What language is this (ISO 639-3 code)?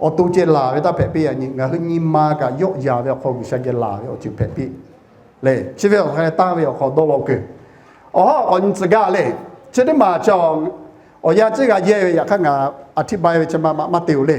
lhu